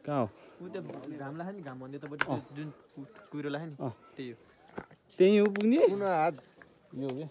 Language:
Nepali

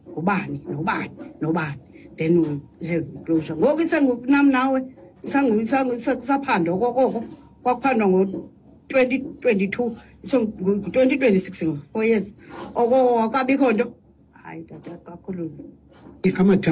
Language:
Xhosa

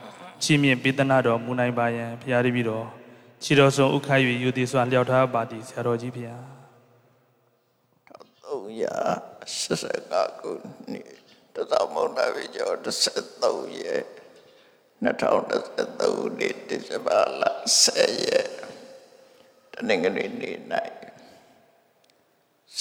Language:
Burmese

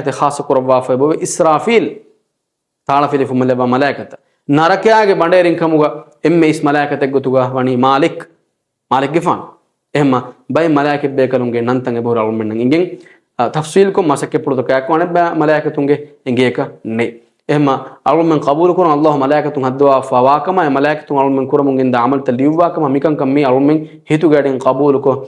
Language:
Divehi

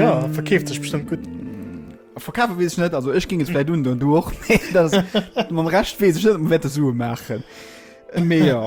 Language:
Luxembourgish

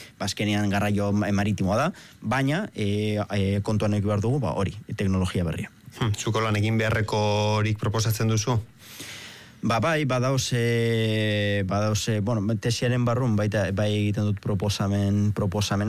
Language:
Basque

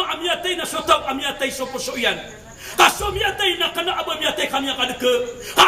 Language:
Maranao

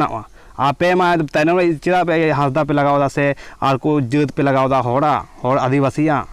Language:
Santali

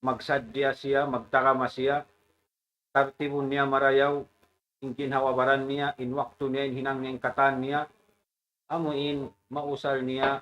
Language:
Tausug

